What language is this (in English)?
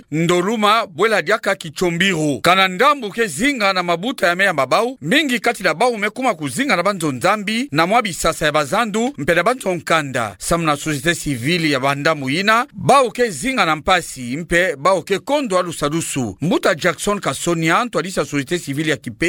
Kituba (Democratic Republic of Congo)